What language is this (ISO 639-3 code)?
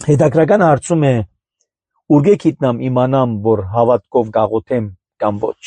hye